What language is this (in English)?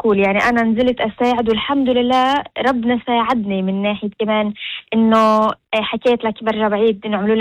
North Levantine Arabic